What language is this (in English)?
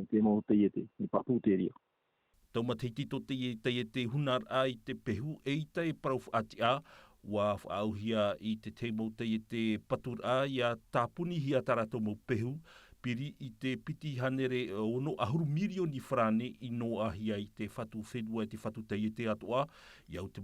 Tahitian